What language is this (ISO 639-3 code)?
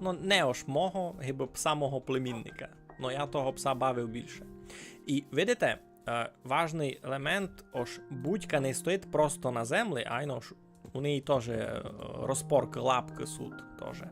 rue